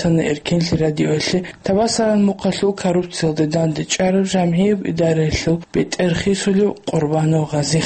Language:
Avaric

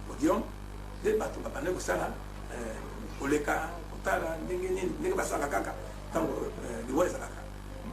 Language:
Lingala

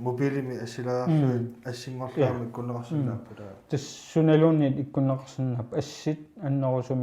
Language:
Kalaallisut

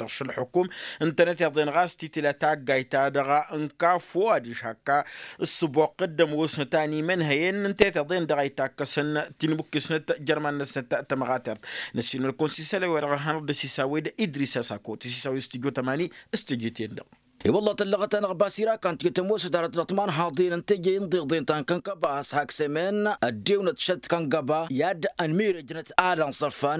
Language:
Tamasheq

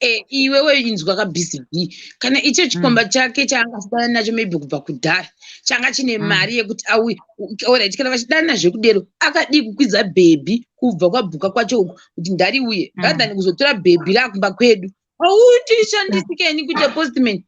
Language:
Shona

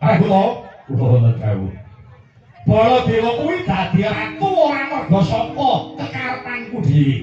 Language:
Javanese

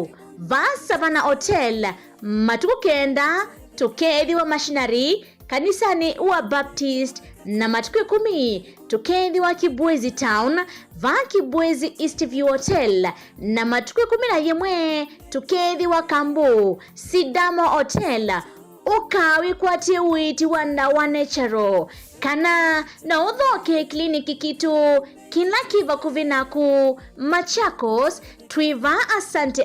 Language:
Kamba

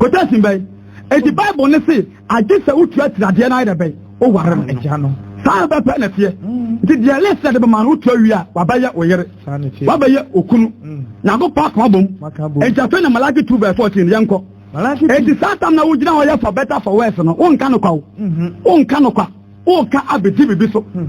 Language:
Akan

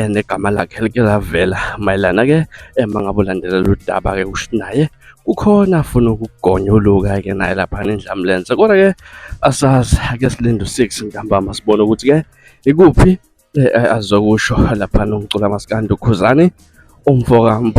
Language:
Zulu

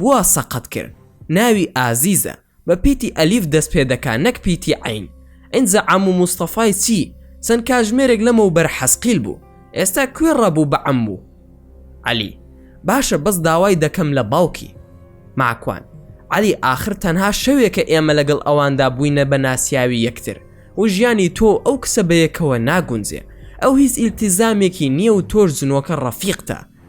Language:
Central Kurdish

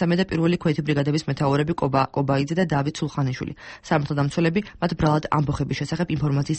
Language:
Georgian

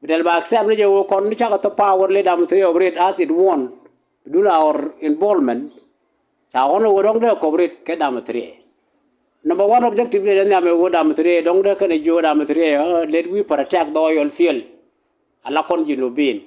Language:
Nuer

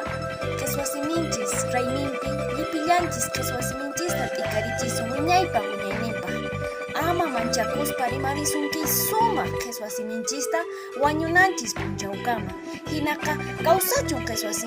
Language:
Quechua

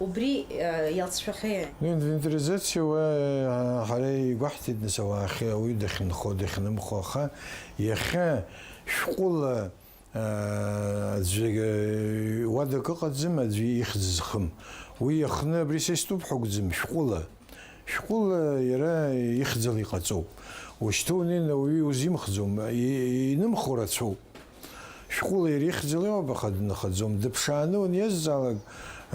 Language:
Abkhazian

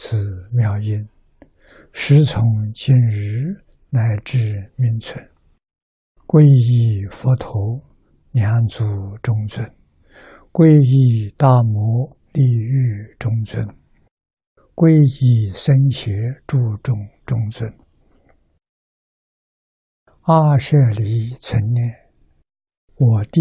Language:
Chinese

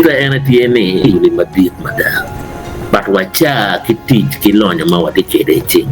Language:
Acoli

